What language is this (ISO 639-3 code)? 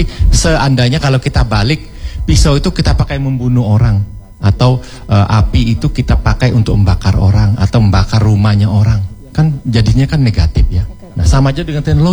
ind